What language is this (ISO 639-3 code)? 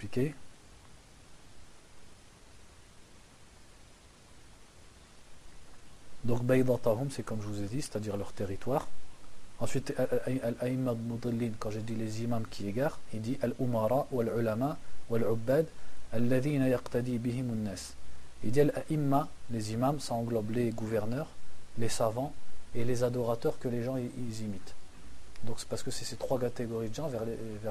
fra